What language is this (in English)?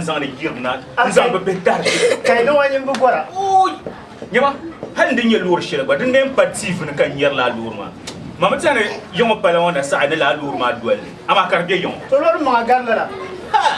Dagbani